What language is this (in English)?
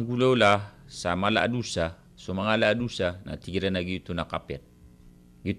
Maranao